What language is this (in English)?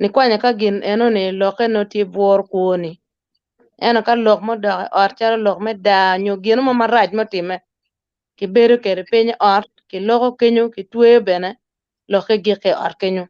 Acoli